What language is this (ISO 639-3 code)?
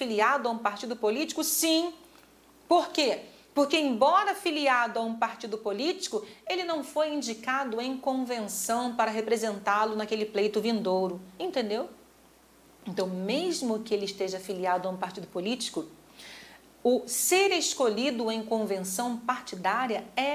por